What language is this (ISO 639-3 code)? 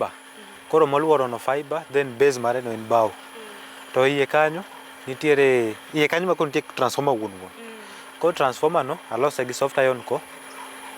luo